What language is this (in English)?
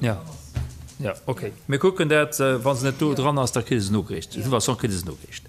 Luxembourgish